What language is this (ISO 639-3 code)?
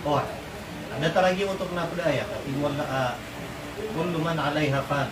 mrw